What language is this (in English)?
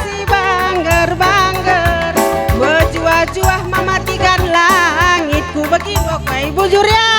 Batak Karo